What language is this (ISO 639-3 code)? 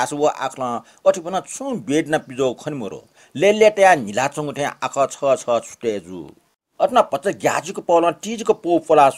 new